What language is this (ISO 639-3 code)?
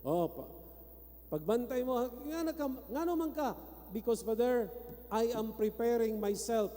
ceb